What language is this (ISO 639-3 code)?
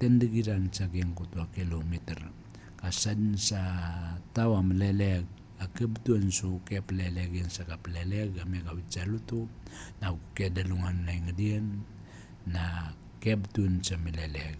mrw